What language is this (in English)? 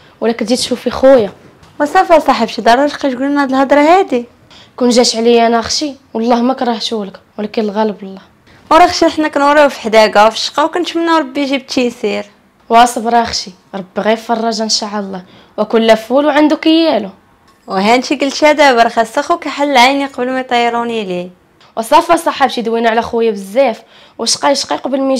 Moroccan Arabic